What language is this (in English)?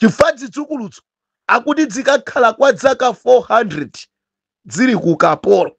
Nyanja